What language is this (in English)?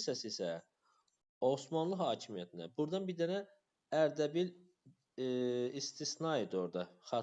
Azerbaijani